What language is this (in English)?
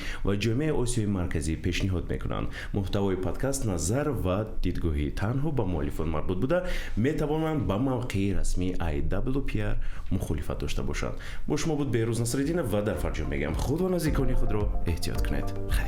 Tajik